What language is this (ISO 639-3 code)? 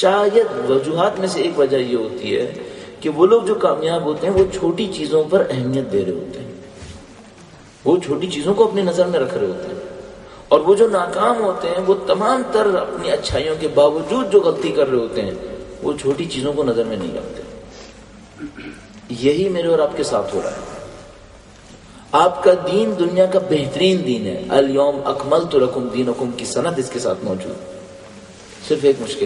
urd